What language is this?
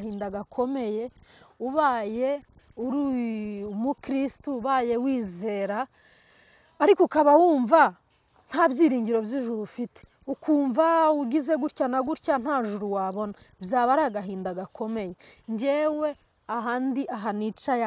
Kinyarwanda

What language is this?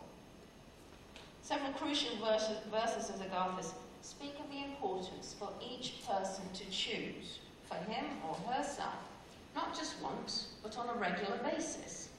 English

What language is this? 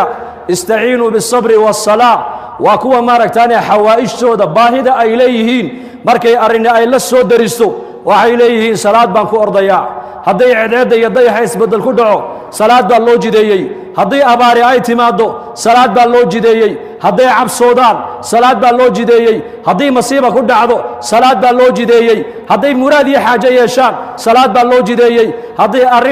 Somali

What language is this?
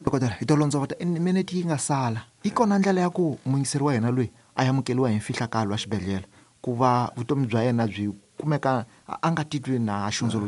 Tsonga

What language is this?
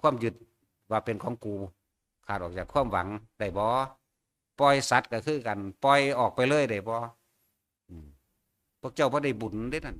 Northeastern Thai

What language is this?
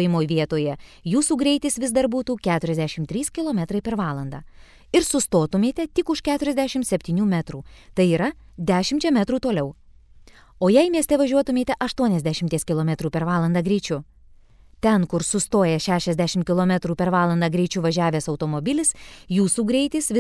Lithuanian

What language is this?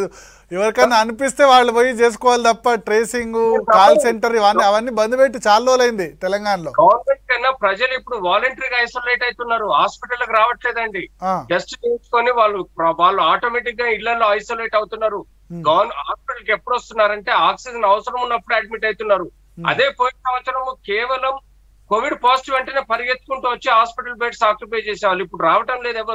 Telugu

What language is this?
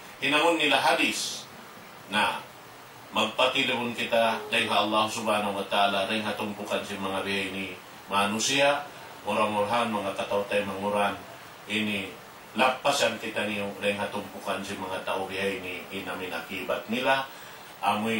Tausug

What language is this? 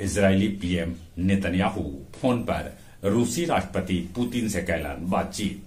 Magahi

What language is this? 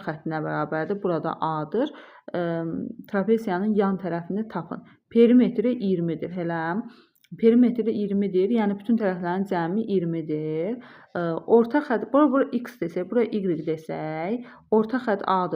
Azerbaijani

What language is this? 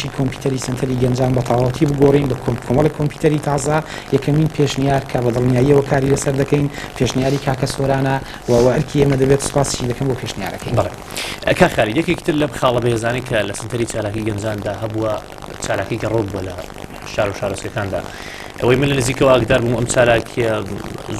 Central Kurdish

